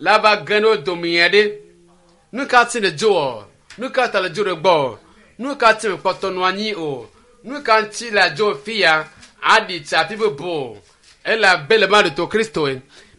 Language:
Ewe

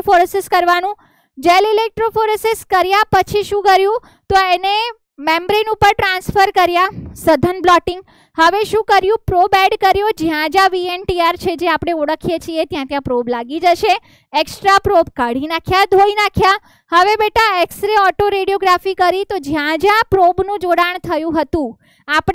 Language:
Gujarati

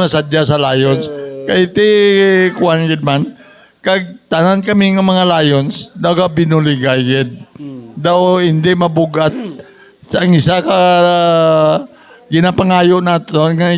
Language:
Hiligaynon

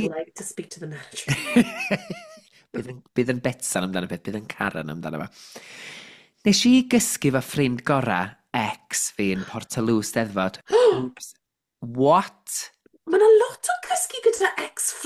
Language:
Welsh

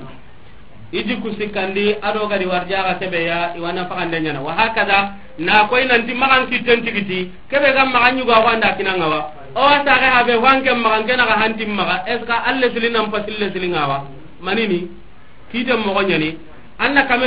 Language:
Soninke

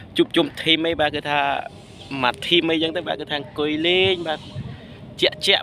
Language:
Khmer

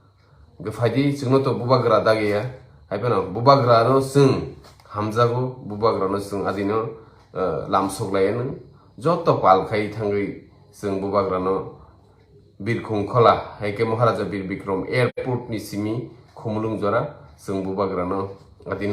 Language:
Kok Borok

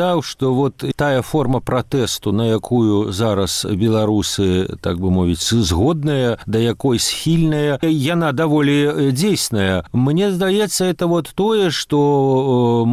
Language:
Belarusian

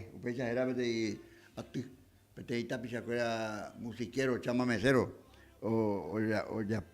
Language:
Guarani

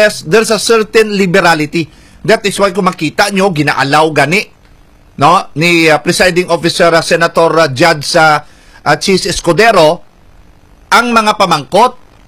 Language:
Hiligaynon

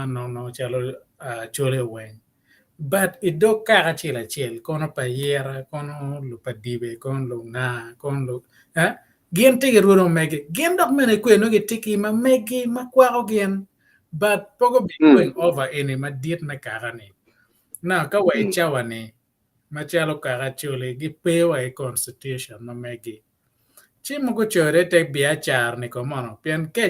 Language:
Acoli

